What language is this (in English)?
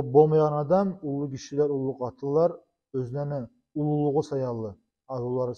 Kumyk